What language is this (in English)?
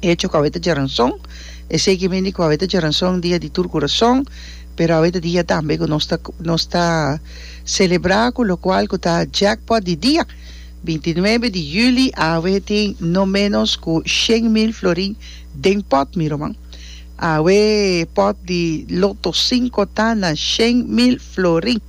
Papiamento